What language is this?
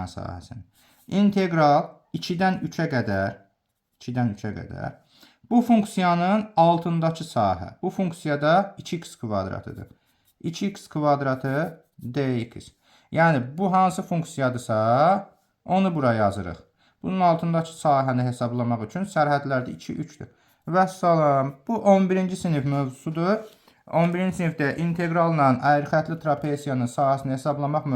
Azerbaijani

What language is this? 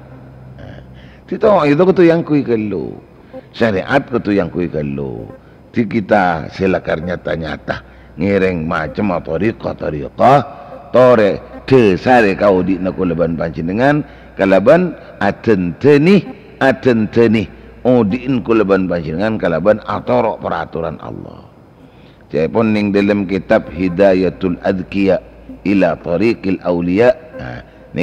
Madurese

